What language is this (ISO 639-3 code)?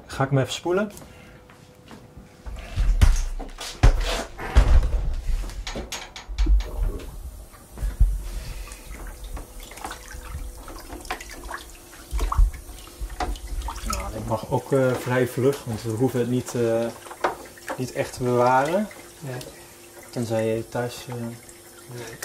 nld